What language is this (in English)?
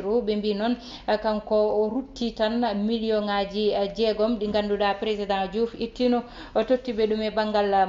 Fula